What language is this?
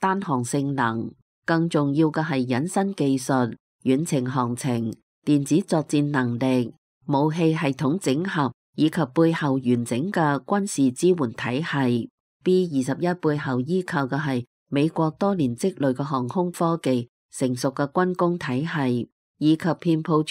Cantonese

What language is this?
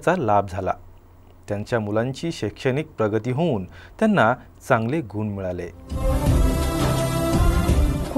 Marathi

